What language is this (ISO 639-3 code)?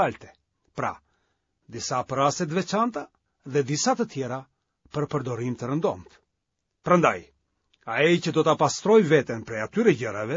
sqi